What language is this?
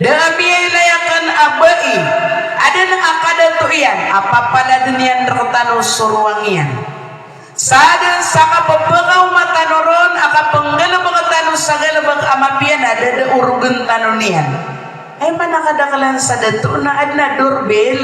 Maranao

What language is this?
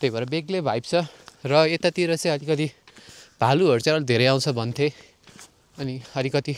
Nepali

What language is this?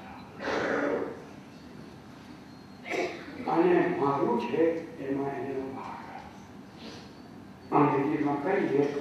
Gujarati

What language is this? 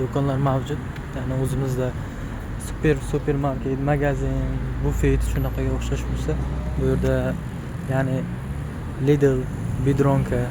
Uzbek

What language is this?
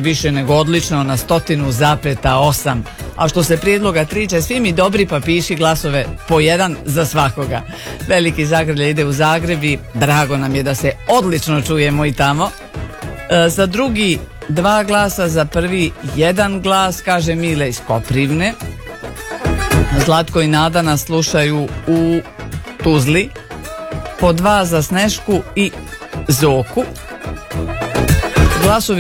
Croatian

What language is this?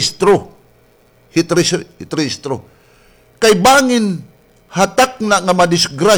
Waray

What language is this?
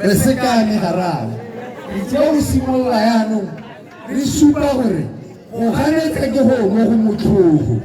Tswana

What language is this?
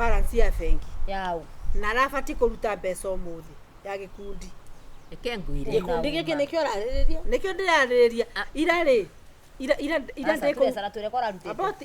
Kikuyu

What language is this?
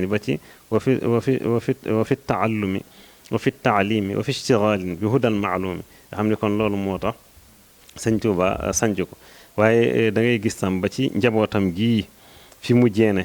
Wolof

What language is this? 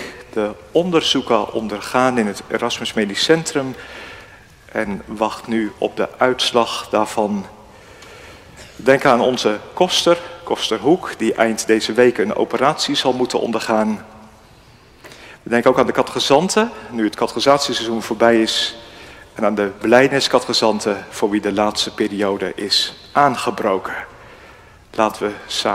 Dutch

